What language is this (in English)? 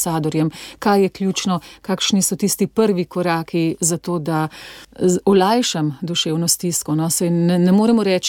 Slovenian